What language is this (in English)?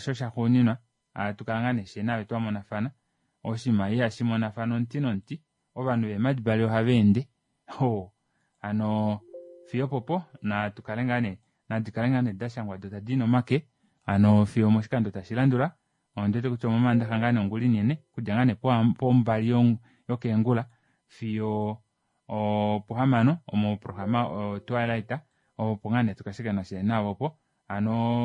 Kuanyama